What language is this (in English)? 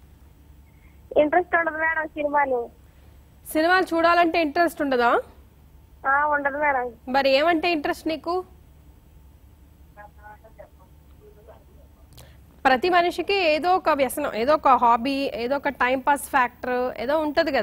Telugu